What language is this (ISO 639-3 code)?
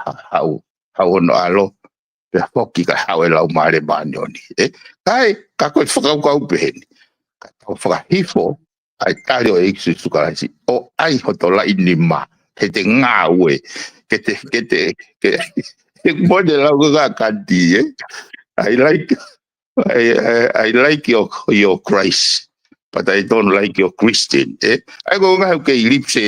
ton